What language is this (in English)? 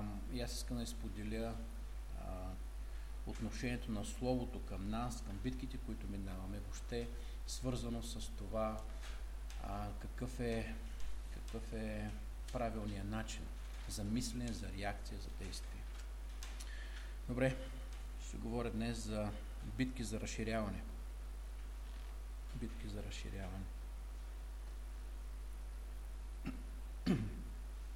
Bulgarian